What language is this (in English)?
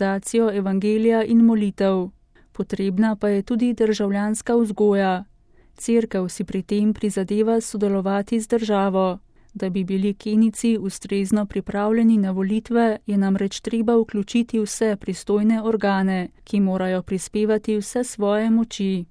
Slovenian